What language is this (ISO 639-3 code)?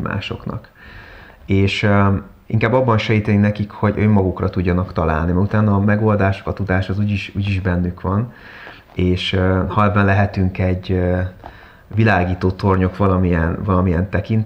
hun